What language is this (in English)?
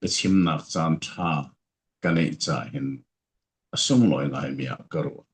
Falam Chin